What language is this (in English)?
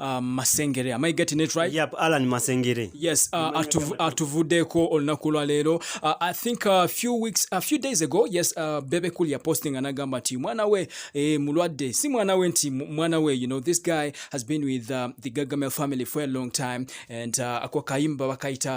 Ganda